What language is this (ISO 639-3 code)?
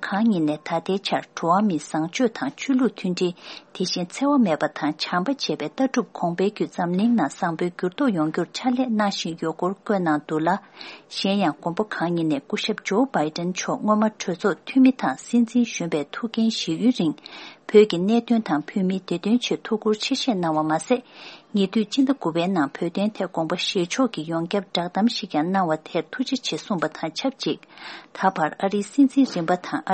bod